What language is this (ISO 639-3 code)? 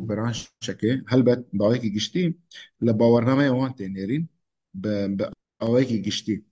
kur